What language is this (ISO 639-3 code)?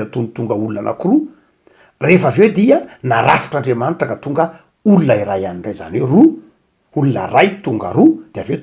mlg